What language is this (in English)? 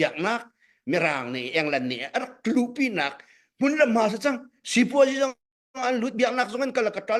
Hakha Chin